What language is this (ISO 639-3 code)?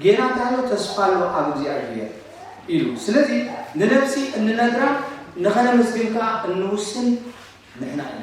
tir